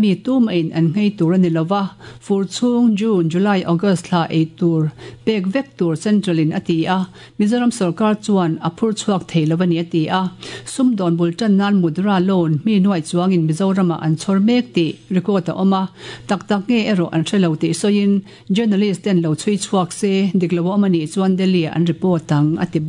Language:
Mizo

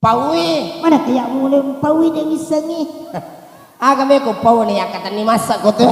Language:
Buginese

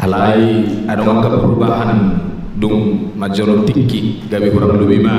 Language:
Batak Toba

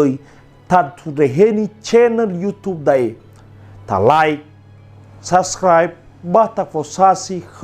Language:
Nias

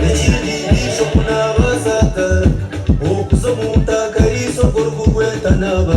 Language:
Nyankole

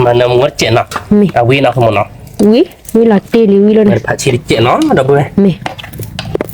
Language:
S'gaw Karen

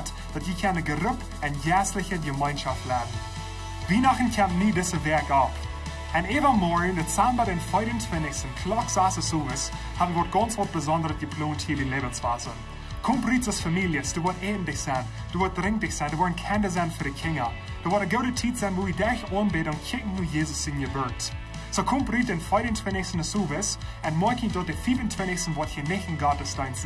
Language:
Plautdietsch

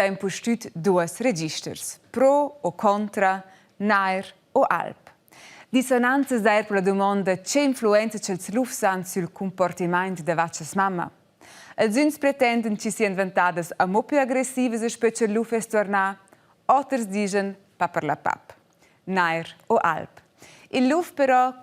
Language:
Romansh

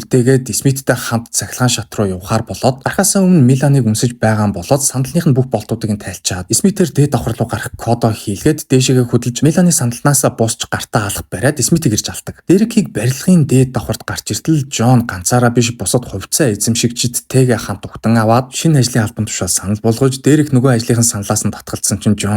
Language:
Mongolian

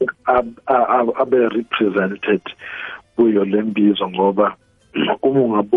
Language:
South Ndebele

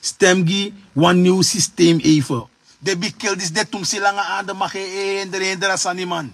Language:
Sranan Tongo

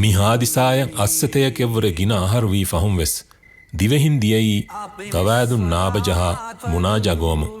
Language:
Divehi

